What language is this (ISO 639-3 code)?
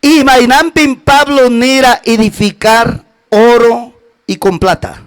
quy